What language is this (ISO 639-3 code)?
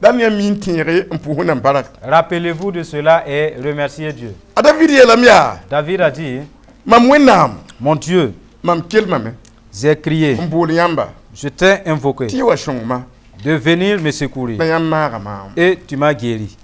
mos